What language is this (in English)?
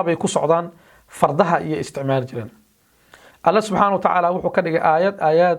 Somali